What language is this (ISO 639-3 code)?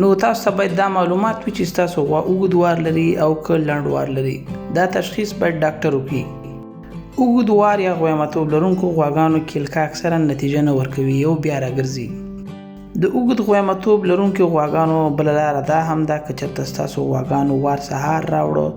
pus